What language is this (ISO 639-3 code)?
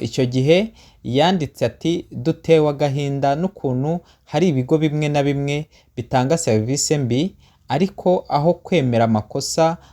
kin